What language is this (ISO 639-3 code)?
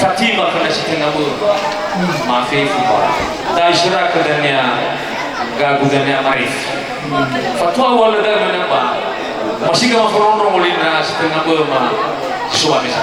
nia